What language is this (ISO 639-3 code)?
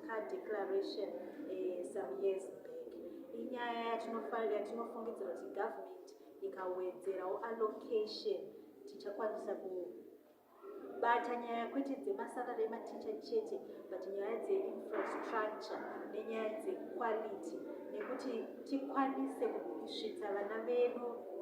sna